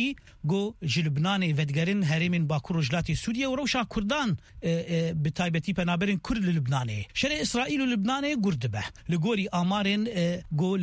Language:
Kurdish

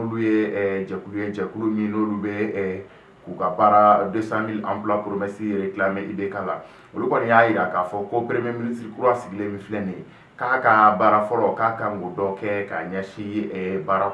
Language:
Bambara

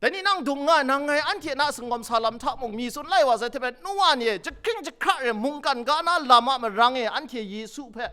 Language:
Kachin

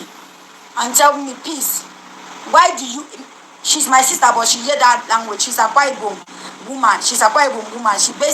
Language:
Nigerian Pidgin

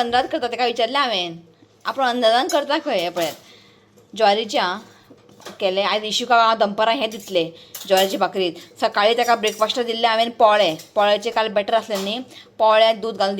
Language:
Konkani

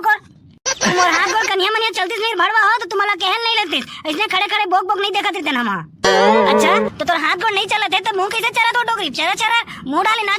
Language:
Chhattisgarhi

